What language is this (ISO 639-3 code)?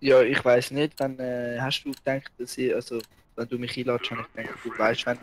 gsw